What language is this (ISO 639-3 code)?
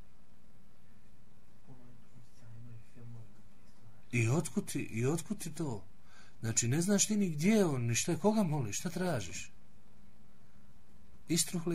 bos